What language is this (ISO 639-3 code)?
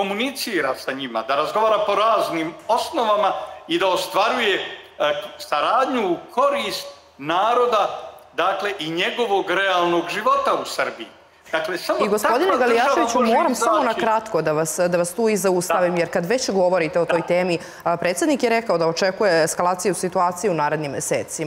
srp